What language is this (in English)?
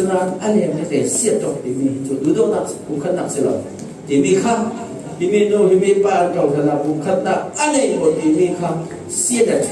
Falam Chin